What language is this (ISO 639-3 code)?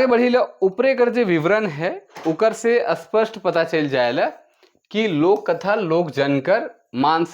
sck